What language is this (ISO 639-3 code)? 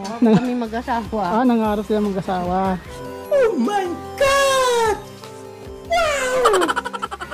fil